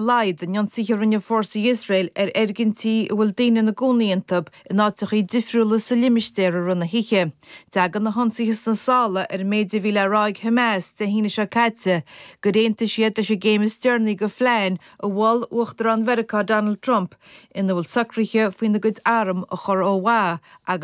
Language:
Irish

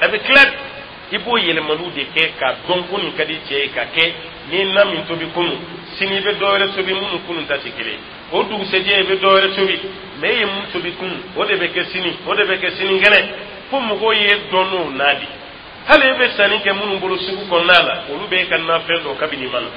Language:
Dyula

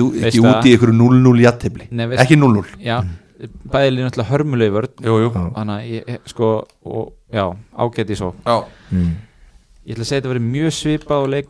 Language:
Icelandic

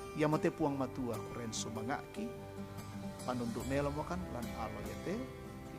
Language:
Toraja-Sa'dan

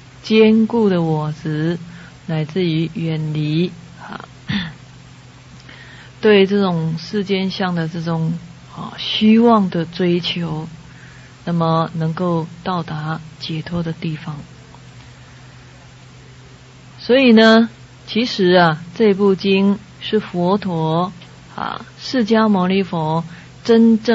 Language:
Chinese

